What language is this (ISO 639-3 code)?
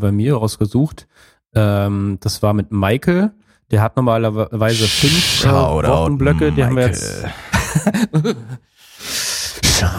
deu